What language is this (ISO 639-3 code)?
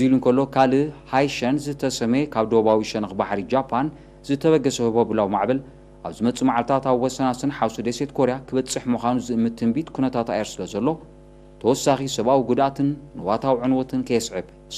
tir